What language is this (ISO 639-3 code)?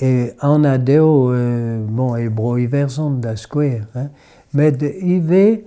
bre